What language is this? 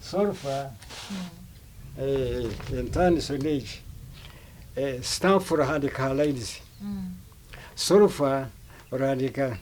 Nyankole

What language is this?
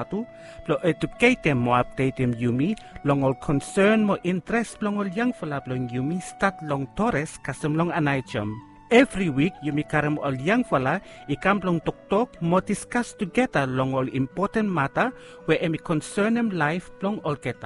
Bislama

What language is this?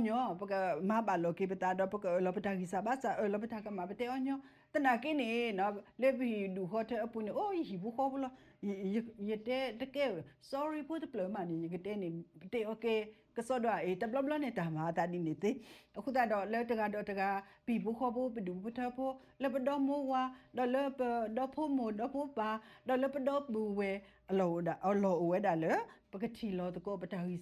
S'gaw Karen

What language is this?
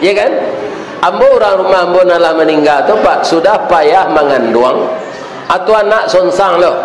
Minangkabau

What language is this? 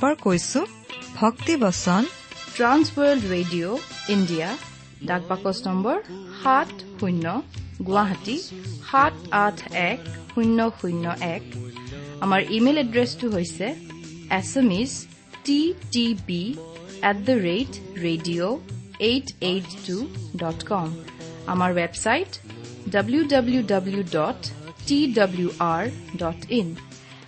Assamese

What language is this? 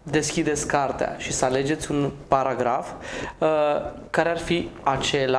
Romanian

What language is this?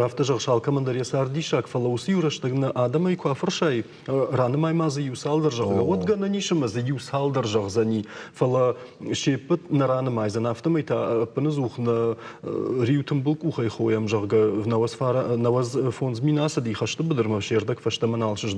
Ossetic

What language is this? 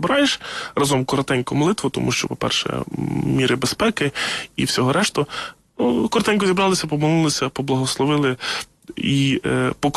Ukrainian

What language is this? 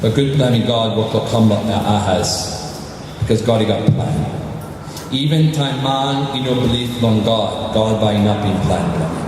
Tok Pisin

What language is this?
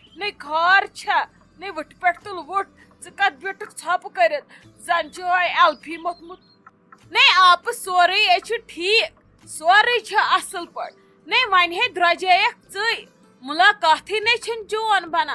Kashmiri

